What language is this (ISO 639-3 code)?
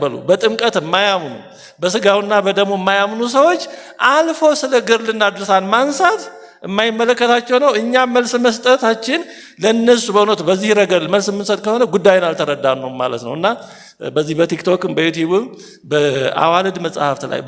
amh